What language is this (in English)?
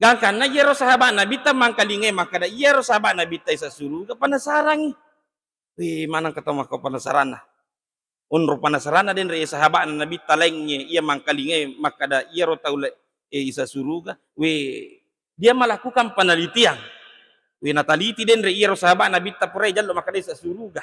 Buginese